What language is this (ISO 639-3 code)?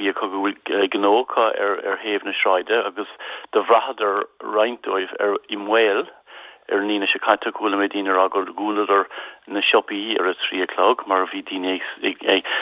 gle